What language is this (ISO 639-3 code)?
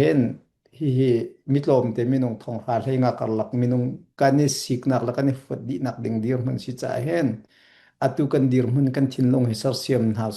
cnh